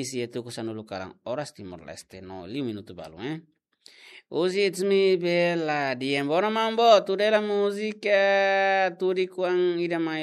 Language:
Tetum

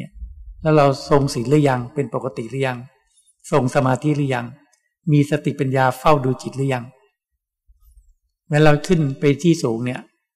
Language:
Thai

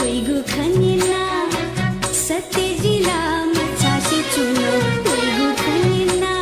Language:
Newari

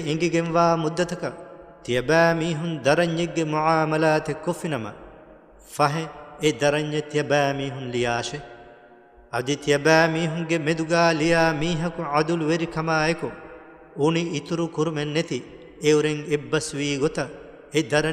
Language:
Divehi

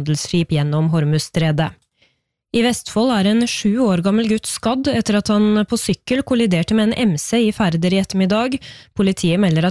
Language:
Norwegian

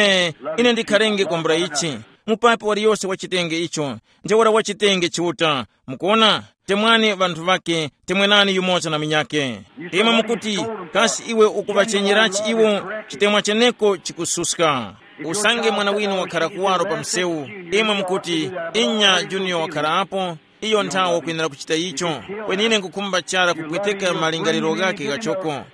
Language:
Tumbuka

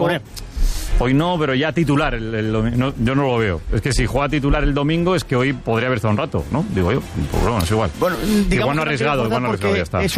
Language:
Spanish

